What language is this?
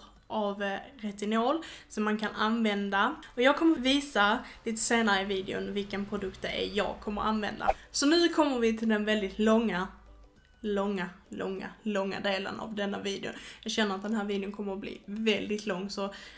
Swedish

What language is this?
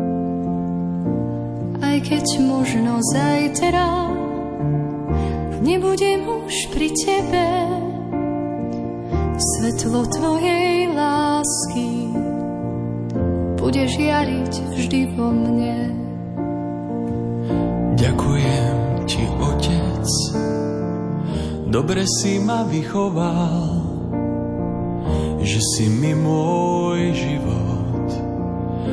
Slovak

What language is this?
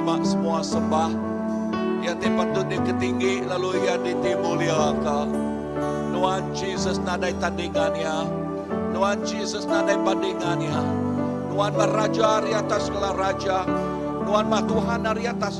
Iban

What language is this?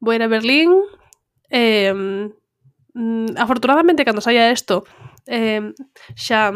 Galician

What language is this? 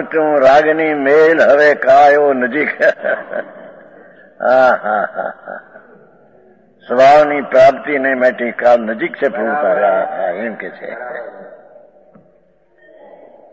Gujarati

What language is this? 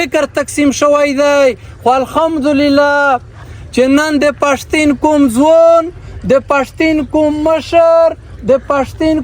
Pashto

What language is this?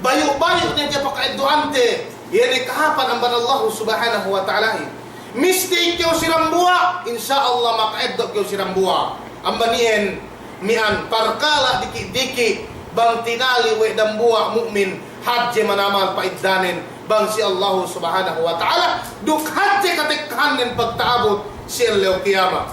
Yakan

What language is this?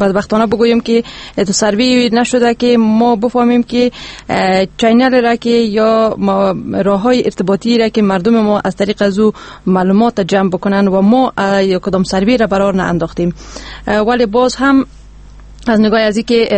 Persian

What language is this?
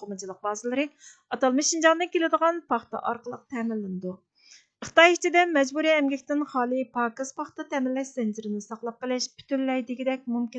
Uyghur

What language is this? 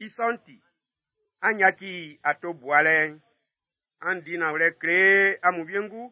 Baoulé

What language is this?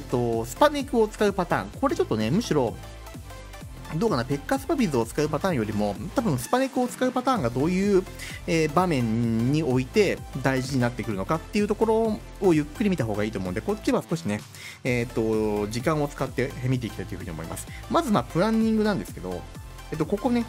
Japanese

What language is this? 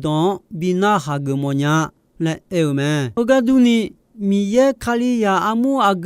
Akha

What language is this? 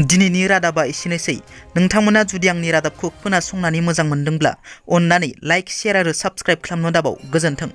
Bodo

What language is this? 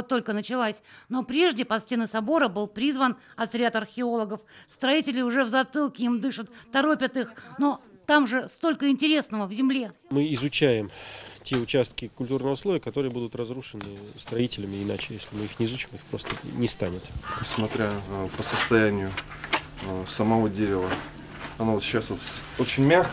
Russian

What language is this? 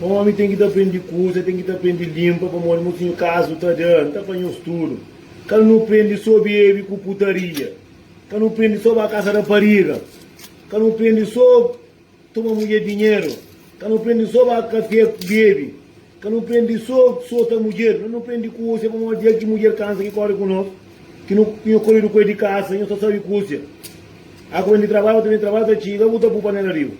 Kabuverdianu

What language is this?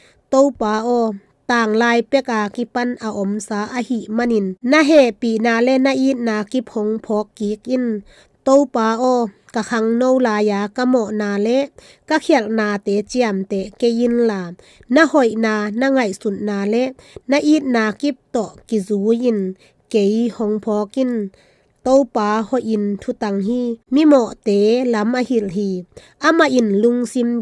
Tedim Chin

